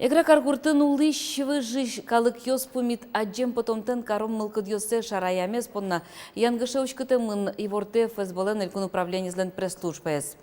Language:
Udmurt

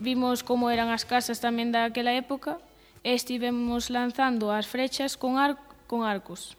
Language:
Galician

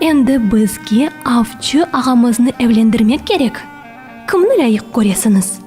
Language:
Crimean Tatar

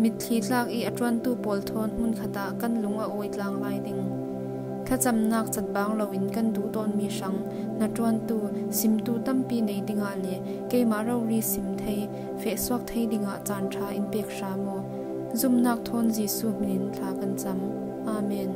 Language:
Falam Chin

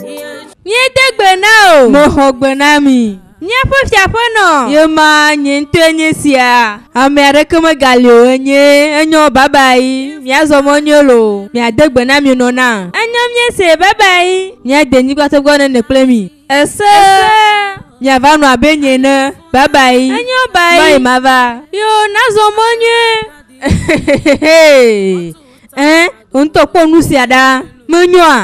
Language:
Ewe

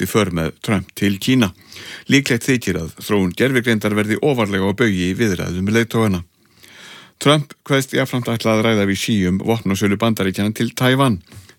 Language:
Icelandic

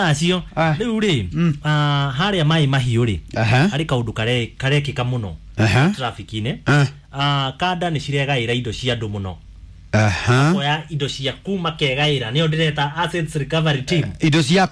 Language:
Kikuyu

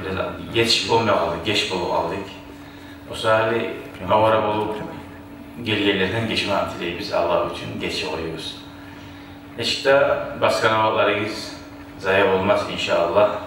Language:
Kumyk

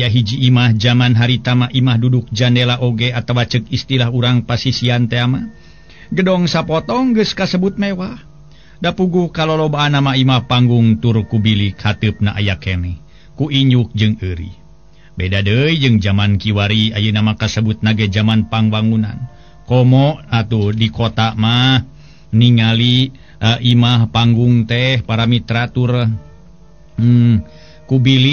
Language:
Sundanese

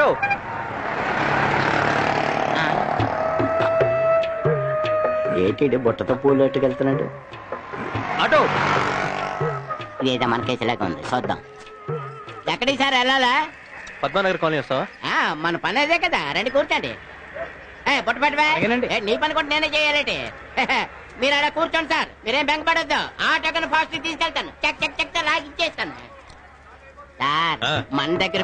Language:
Telugu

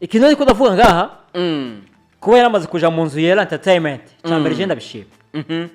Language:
Rundi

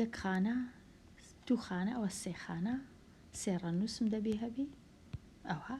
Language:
Central Kurdish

